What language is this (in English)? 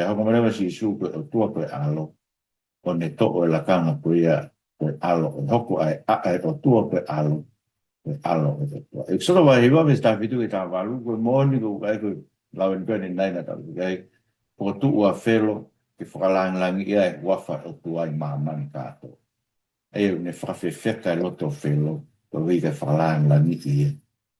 Tongan